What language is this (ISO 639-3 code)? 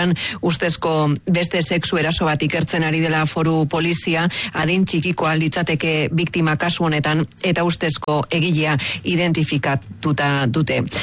eus